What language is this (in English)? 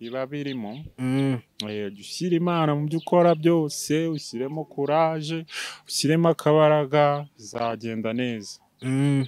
Kinyarwanda